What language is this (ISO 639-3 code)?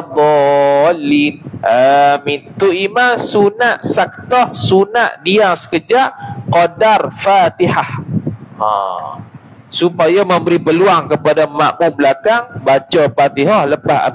msa